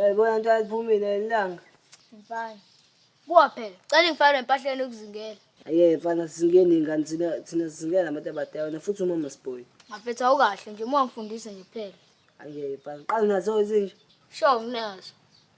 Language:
Zulu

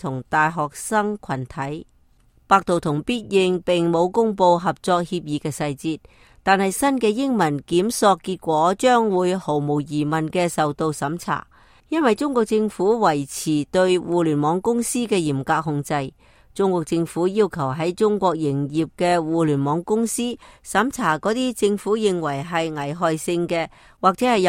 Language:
Cantonese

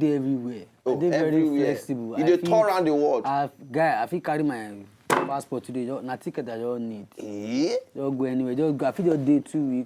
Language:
Nigerian Pidgin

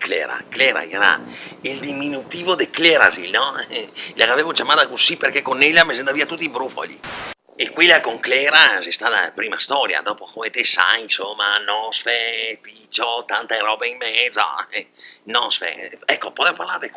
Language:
Venetian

